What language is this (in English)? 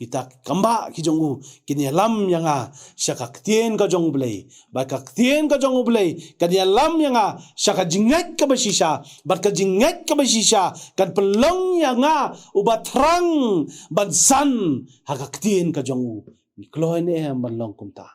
Khasi